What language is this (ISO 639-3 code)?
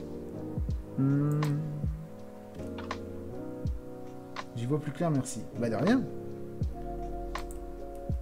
fra